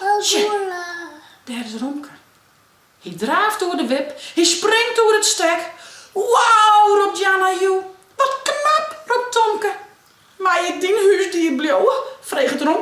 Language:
Western Frisian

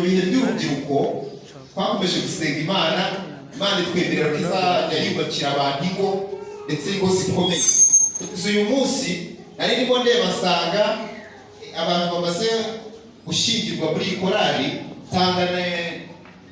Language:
Kinyarwanda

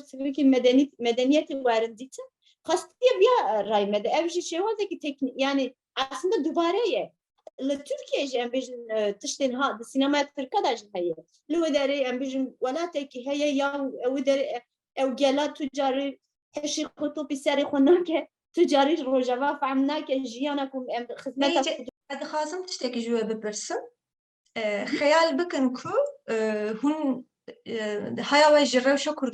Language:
Kurdish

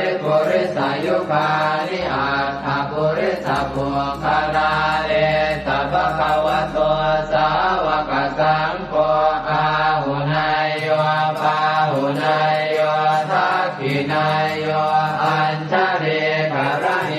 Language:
Pali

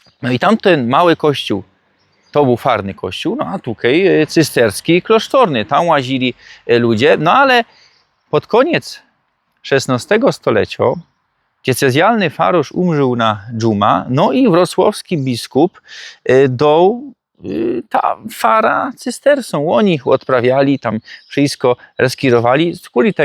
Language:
Silesian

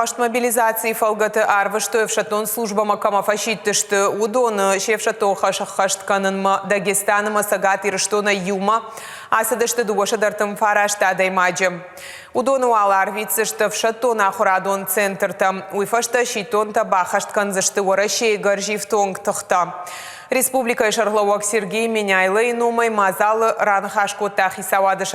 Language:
Ossetic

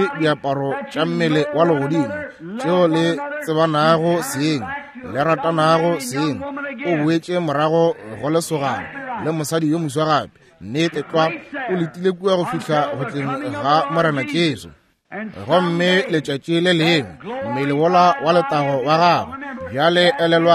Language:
Northern Sotho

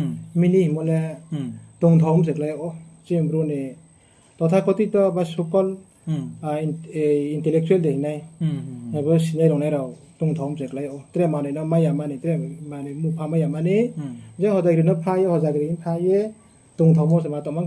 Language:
Riang (India)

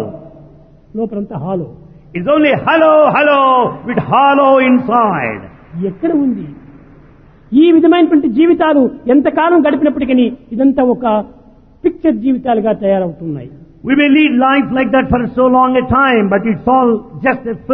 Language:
Telugu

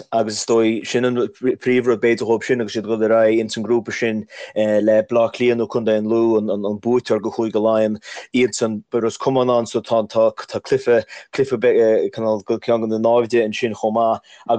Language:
Irish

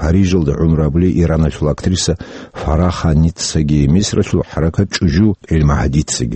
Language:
Avaric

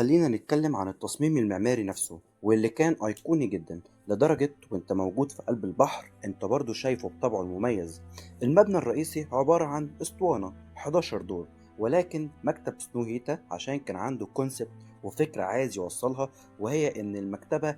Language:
Egyptian Arabic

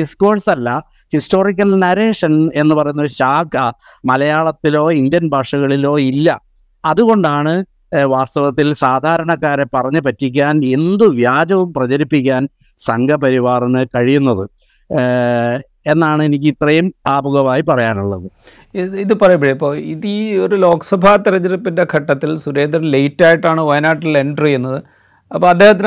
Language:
Malayalam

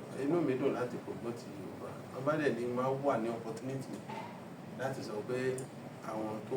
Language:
Yoruba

